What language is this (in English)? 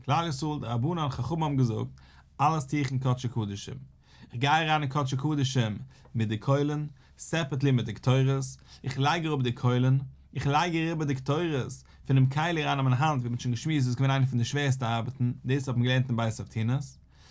Yiddish